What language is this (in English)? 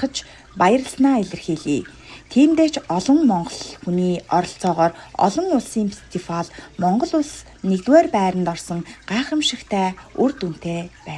Mongolian